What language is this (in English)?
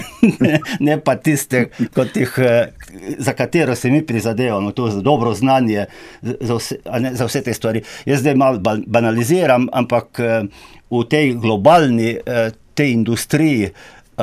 Slovenian